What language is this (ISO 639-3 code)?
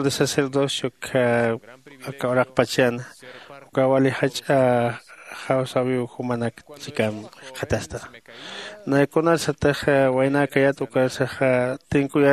aym